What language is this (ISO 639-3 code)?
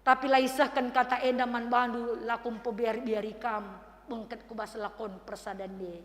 btx